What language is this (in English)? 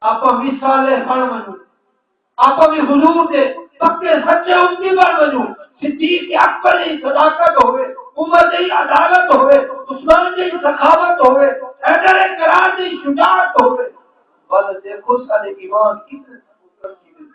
Saraiki